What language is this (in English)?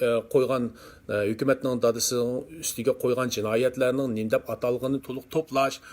Uyghur